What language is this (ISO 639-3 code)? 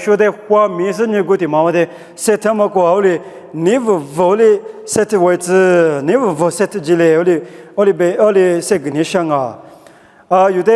lis